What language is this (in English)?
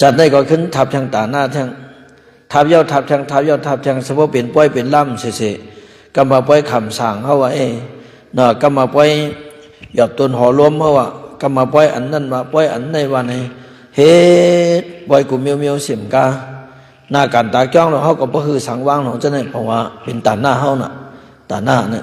Shan